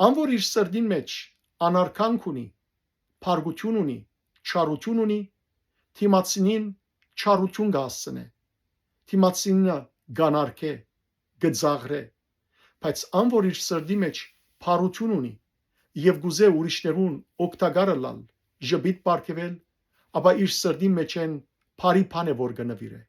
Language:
Western Armenian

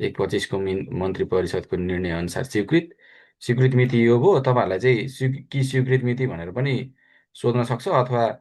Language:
Nepali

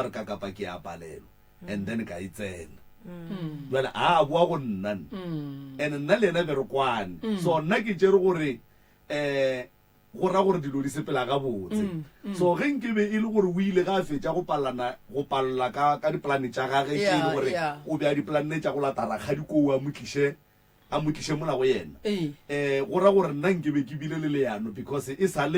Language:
Northern Sotho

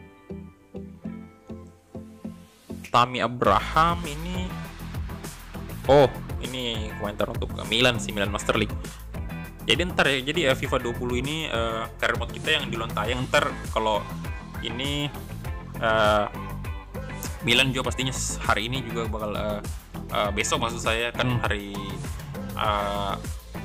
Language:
Indonesian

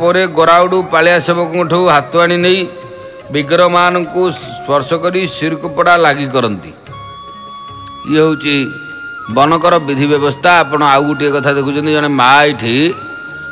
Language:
Odia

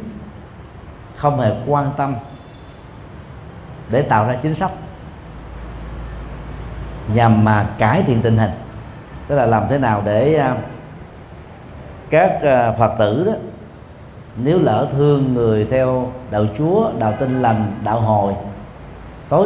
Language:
Vietnamese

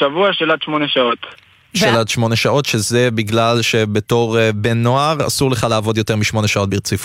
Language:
Hebrew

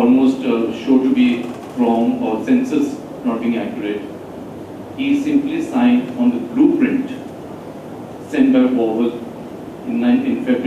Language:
English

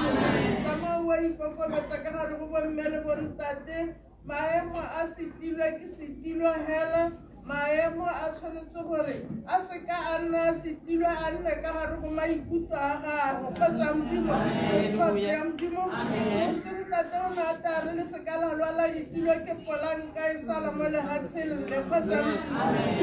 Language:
Tswana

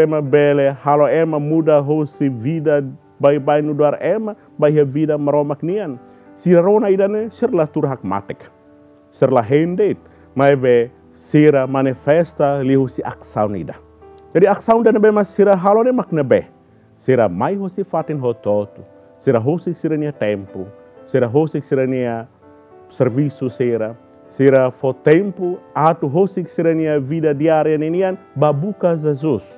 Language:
Tetum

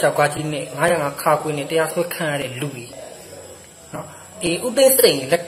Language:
Burmese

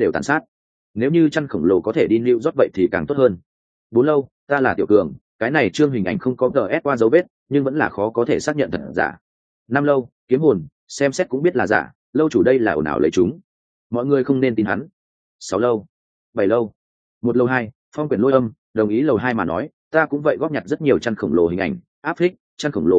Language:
Vietnamese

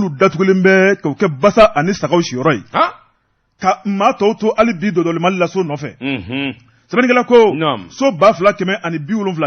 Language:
Bambara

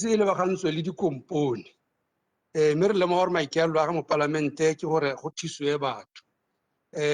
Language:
Tswana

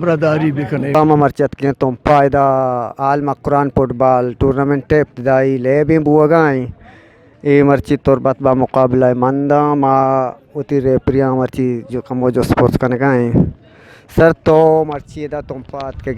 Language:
Eastern Balochi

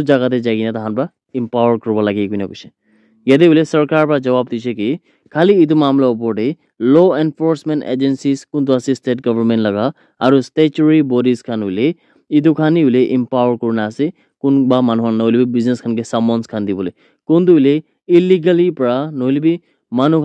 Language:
Naga Pidgin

